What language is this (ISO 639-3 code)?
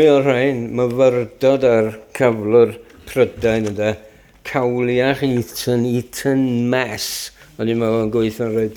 cym